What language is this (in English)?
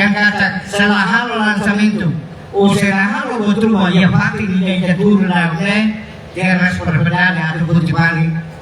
Tetum